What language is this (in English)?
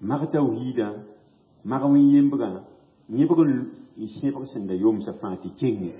Mossi